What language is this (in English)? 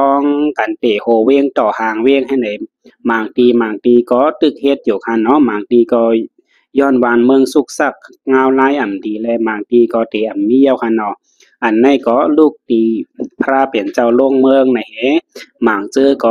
Shan